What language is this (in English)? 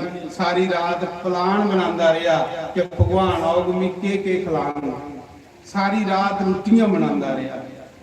Dogri